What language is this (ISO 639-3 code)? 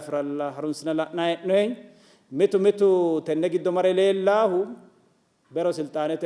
sid